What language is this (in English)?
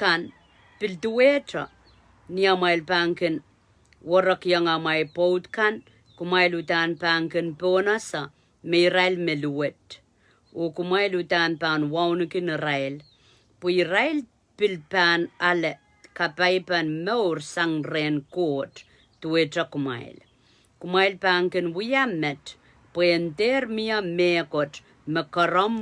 Pohnpeian